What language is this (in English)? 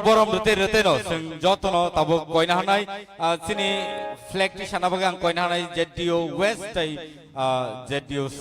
Kok Borok